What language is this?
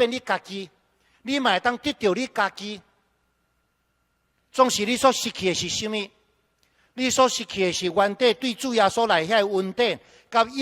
Min Nan Chinese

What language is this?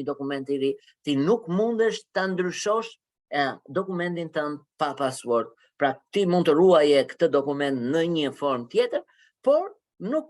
Albanian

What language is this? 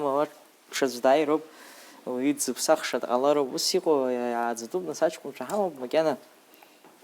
Abkhazian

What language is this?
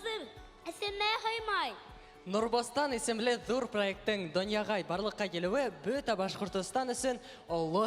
Bashkir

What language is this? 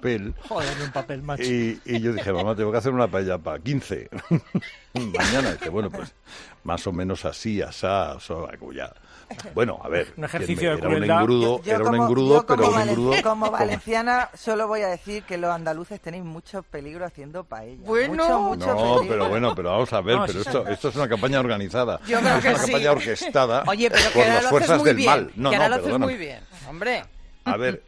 Spanish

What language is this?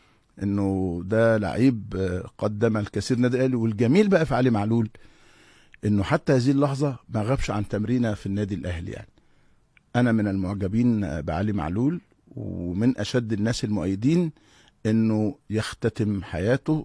Egyptian Arabic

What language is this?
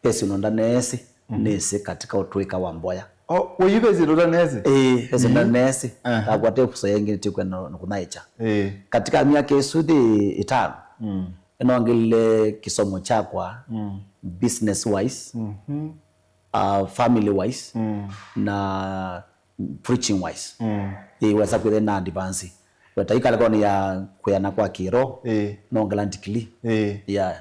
Kamba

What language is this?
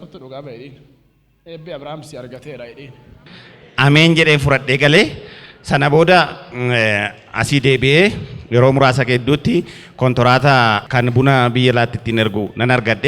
Oromo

